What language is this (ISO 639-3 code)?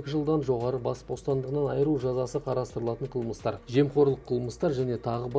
kaz